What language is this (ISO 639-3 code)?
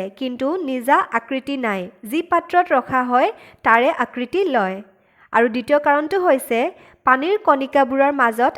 asm